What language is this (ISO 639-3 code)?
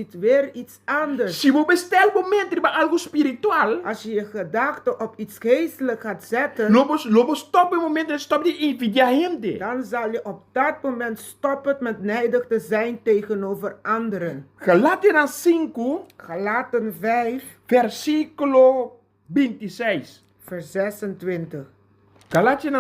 pap